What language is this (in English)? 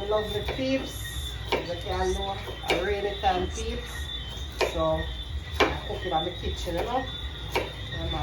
Jamaican Creole English